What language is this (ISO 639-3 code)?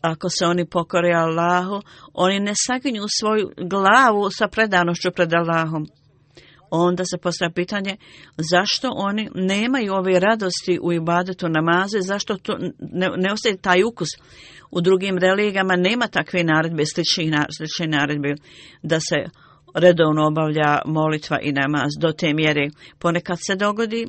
bos